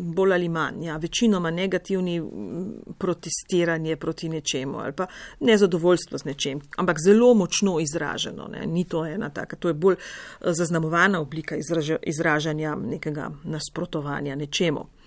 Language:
Slovenian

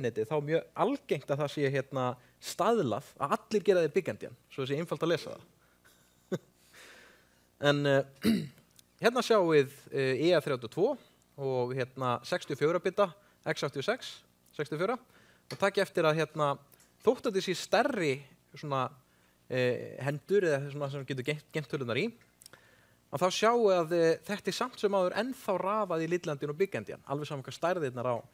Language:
Icelandic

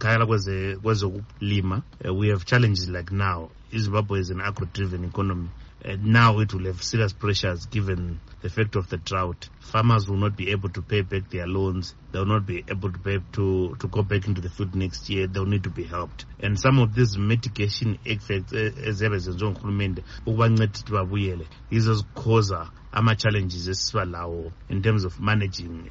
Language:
North Ndebele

